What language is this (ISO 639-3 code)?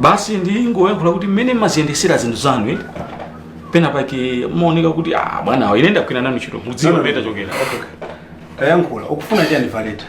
nya